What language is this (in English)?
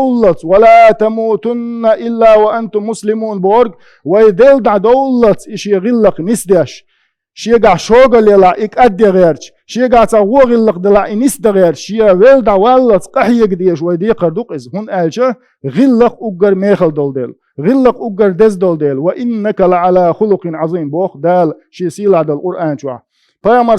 Chechen